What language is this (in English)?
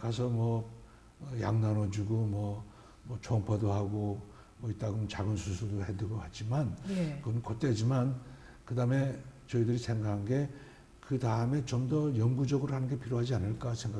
Korean